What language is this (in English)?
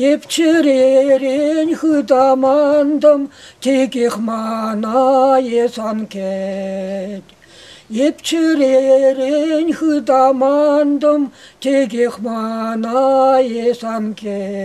Chuvash